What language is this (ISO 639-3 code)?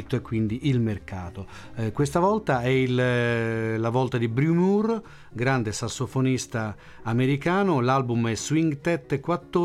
ita